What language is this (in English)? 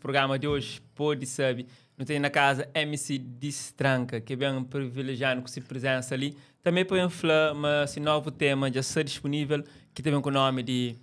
Kabuverdianu